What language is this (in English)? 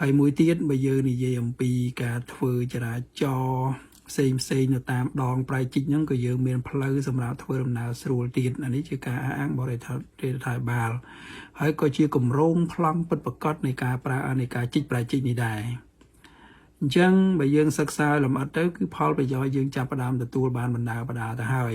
Khmer